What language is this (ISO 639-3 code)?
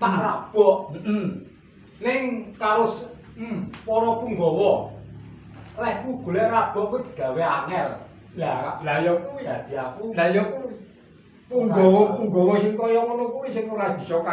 jav